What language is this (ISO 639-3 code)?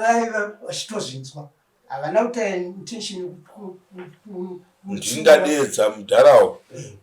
sna